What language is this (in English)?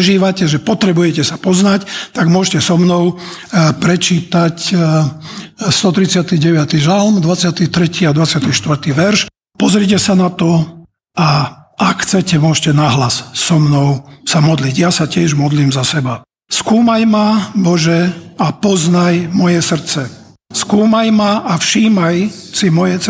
Slovak